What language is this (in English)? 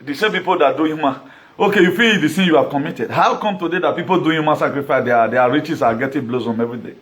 Nigerian Pidgin